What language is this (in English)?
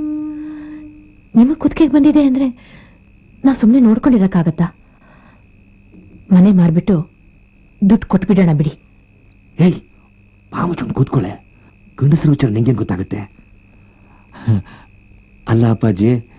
Kannada